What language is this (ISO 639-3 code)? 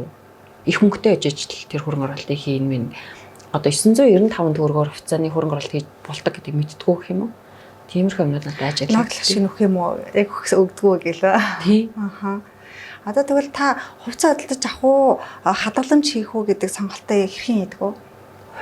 mon